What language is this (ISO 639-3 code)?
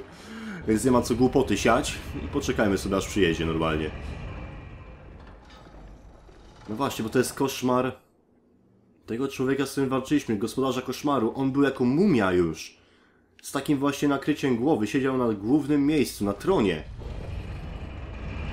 pol